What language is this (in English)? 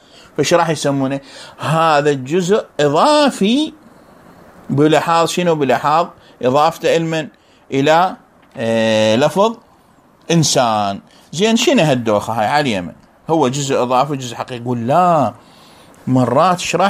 Mesopotamian Arabic